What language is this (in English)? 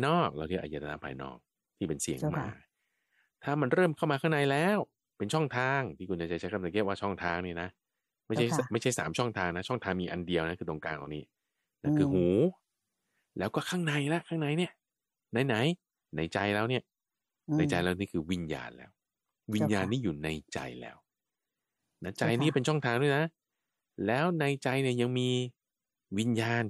Thai